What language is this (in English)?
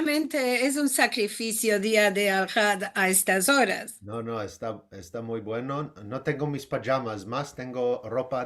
Ladino